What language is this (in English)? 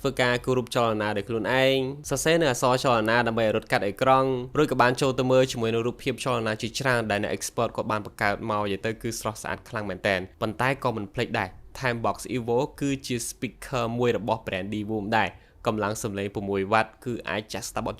Khmer